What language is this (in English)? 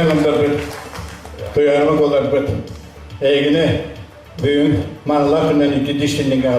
Yakut